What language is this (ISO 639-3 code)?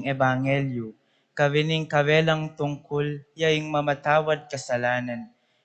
pam